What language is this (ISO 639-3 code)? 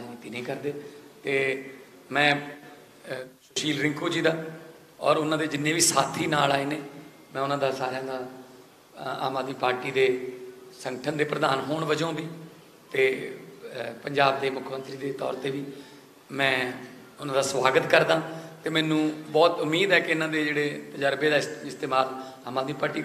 pan